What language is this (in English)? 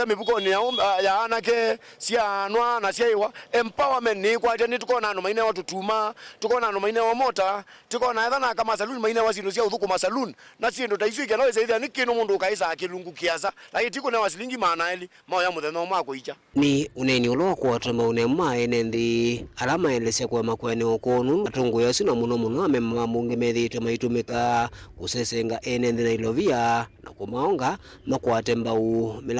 Kamba